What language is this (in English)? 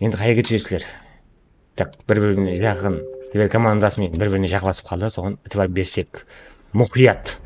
Kara-Kalpak